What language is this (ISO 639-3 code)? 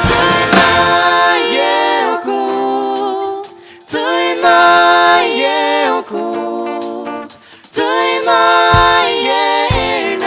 fao